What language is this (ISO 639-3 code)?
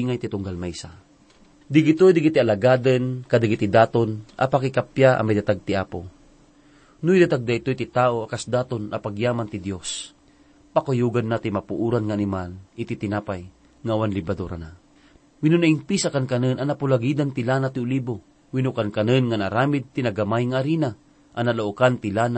ilo